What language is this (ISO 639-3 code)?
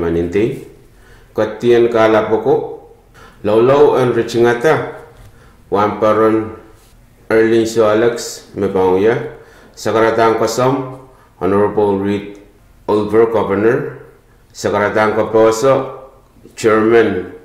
pon